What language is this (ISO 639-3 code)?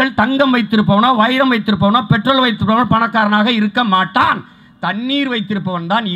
tam